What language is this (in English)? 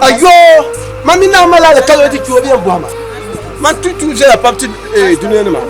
Dagbani